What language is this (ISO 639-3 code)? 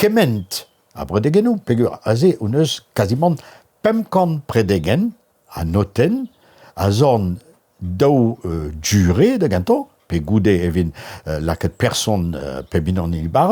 bre